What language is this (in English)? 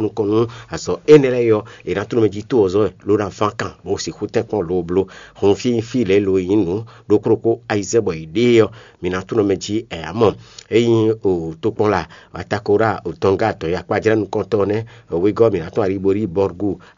Fon